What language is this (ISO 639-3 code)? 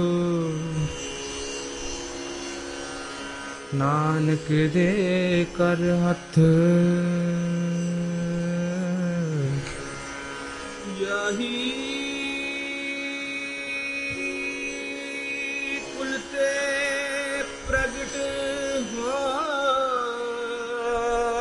pan